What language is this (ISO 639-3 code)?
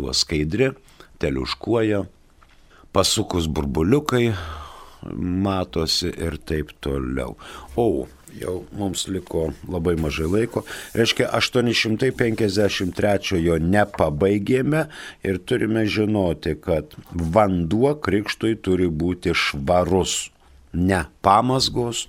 lit